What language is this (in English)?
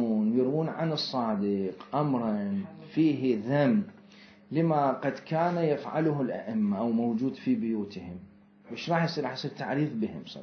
Mesopotamian Arabic